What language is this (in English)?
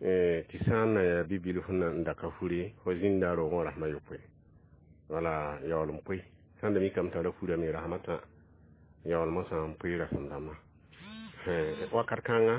Mossi